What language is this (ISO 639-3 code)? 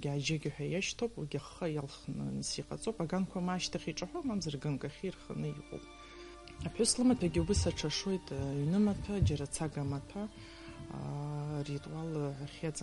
abk